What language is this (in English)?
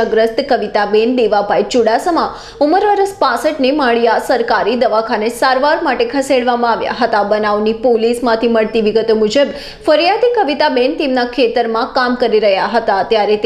Gujarati